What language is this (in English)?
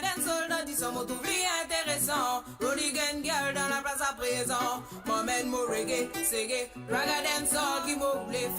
Morisyen